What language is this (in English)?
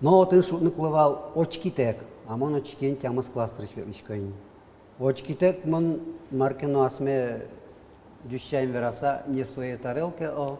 Udmurt